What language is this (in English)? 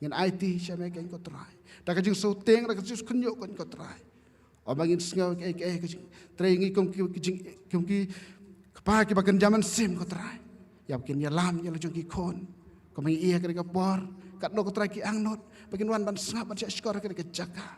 Khasi